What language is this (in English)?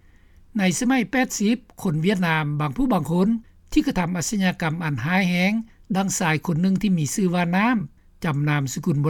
Lao